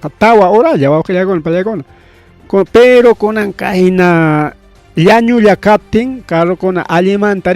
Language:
Ayacucho Quechua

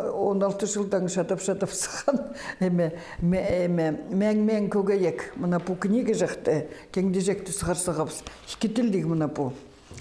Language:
Khakas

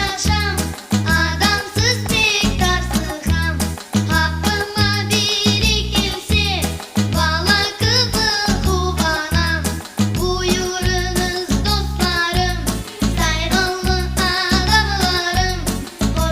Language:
Crimean Tatar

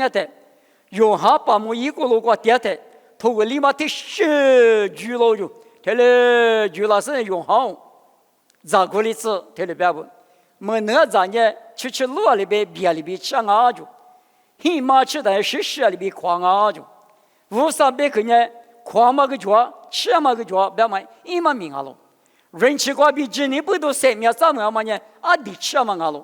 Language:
Lisu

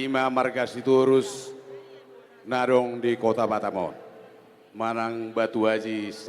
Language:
Batak Toba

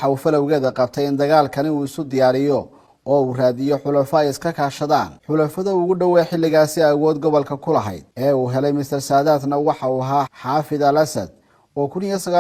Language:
Somali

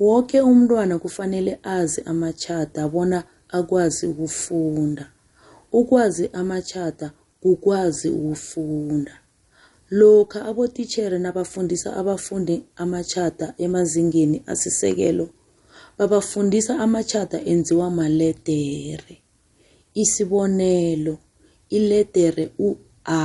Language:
South Ndebele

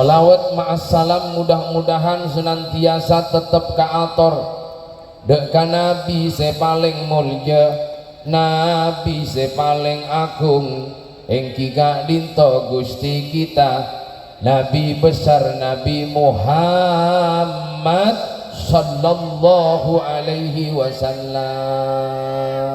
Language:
Madurese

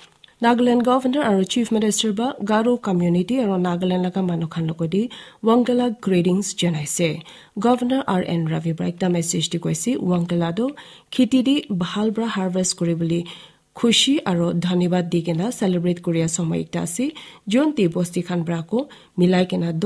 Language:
Naga Pidgin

